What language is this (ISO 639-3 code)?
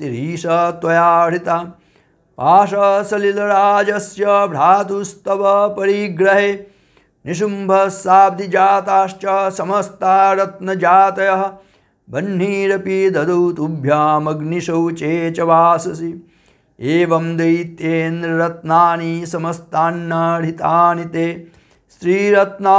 san